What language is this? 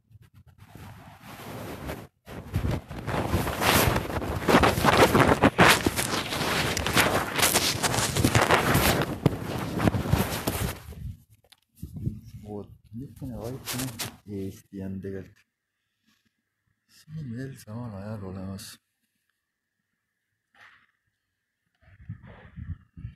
Estonian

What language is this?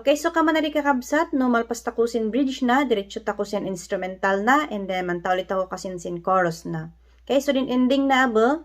Kankanaey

